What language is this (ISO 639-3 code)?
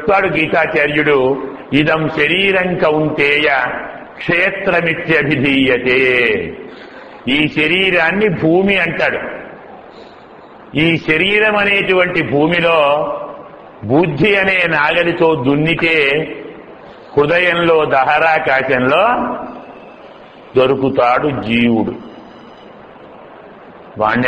tel